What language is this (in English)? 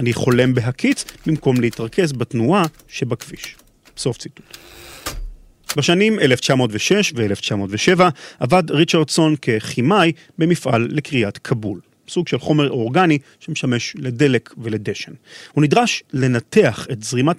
Hebrew